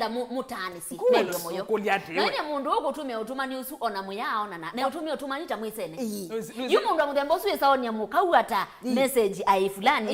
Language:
Kamba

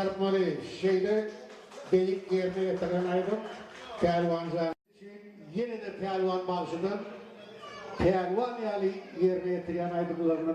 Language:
Turkmen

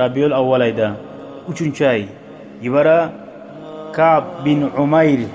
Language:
Kumyk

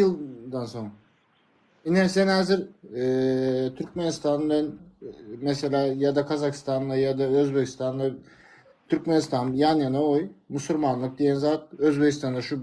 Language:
Turkmen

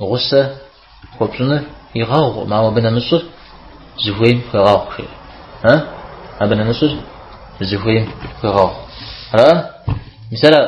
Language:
Kabardian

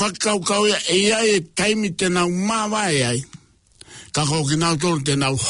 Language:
Tongan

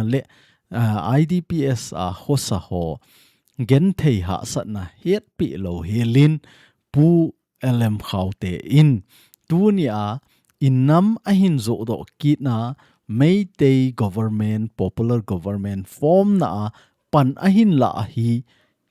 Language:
Thado Chin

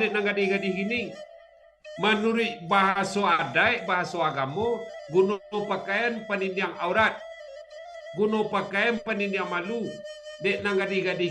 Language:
Minangkabau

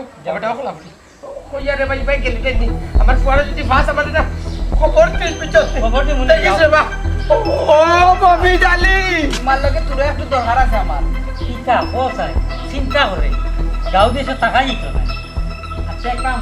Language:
Sylheti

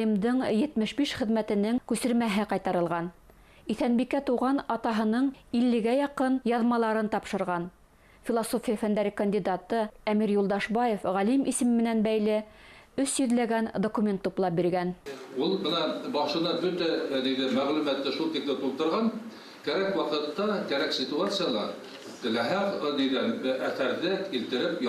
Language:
Bashkir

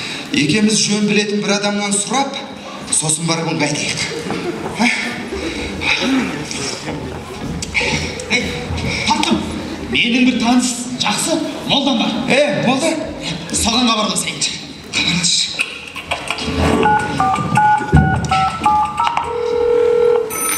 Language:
Kazakh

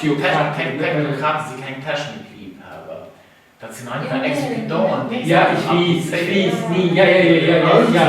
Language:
Luxembourgish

